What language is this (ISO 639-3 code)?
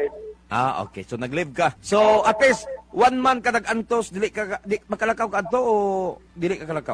ceb